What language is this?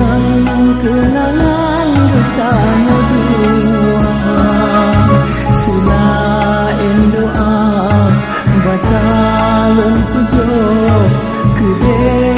Malay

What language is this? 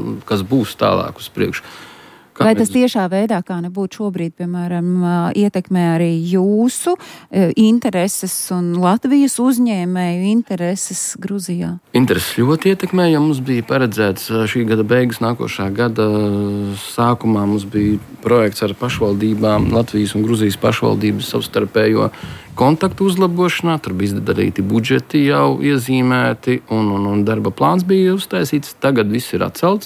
Latvian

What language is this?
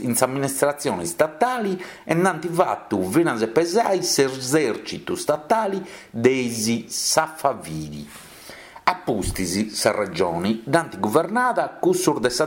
Sardinian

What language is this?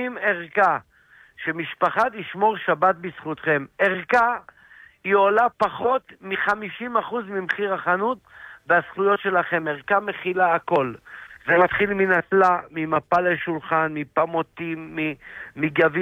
Hebrew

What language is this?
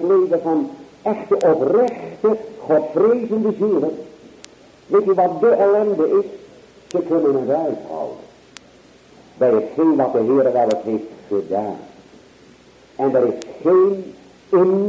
Dutch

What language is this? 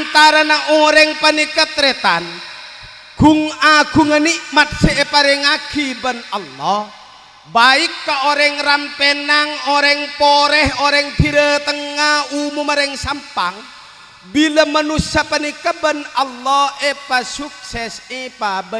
Madurese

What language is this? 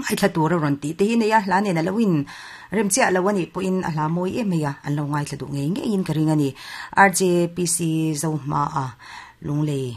Mizo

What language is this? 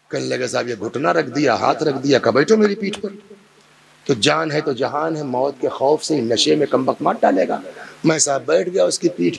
Hindi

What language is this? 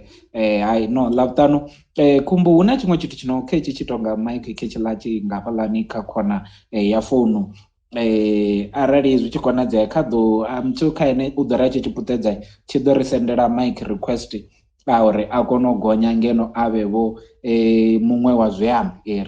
Venda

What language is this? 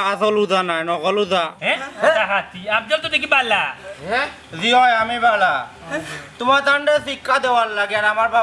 Sylheti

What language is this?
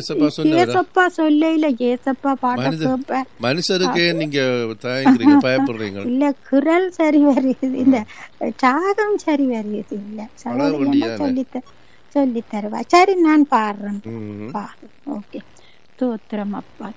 Tamil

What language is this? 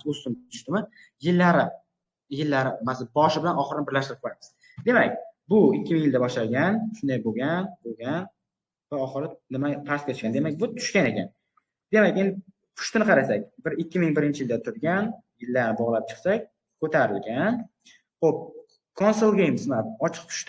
Uzbek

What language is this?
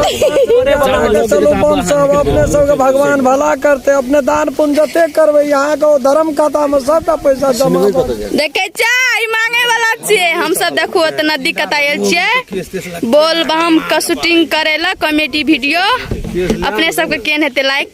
Maithili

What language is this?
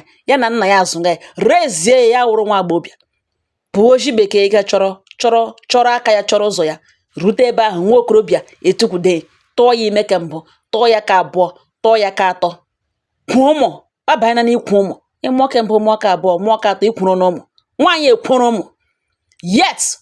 Igbo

